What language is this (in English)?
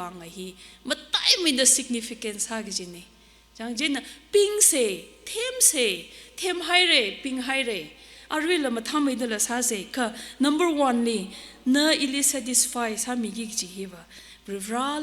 Tangkhul Naga (India)